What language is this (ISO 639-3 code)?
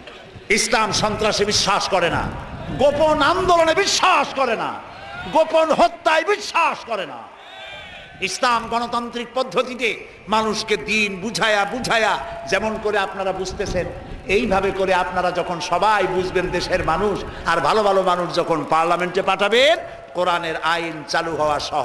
ben